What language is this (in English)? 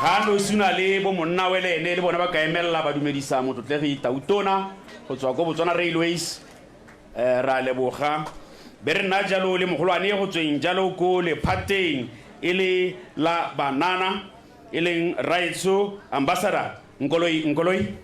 Tswana